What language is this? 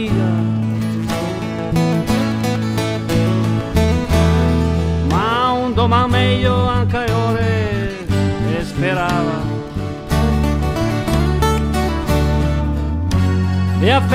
Italian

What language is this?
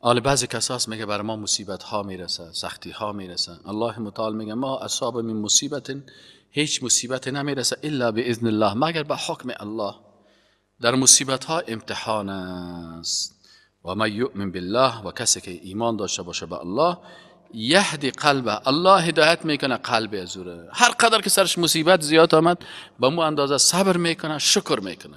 Persian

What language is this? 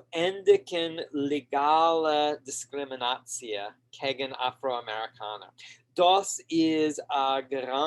Yiddish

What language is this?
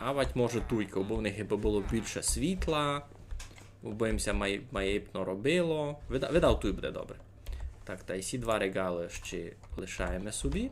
Rusyn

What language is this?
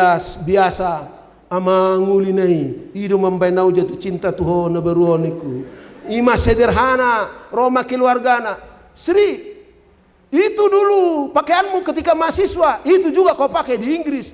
Batak Toba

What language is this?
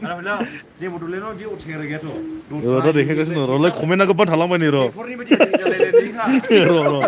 Bodo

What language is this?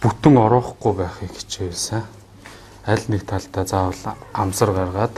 Mongolian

